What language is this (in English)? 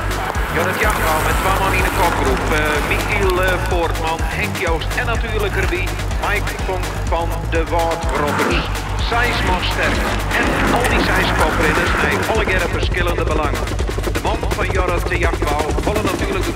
Western Frisian